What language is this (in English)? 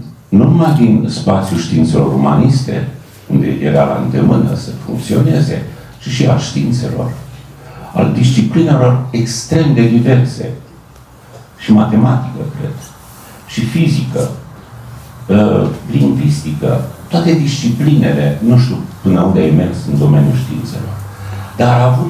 Romanian